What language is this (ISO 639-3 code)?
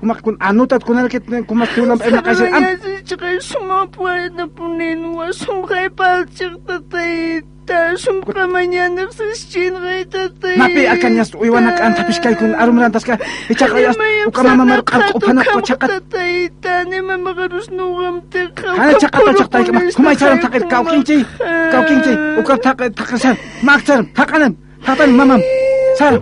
aym